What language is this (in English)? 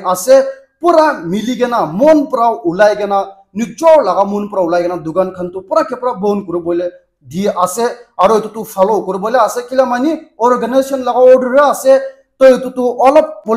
Naga Pidgin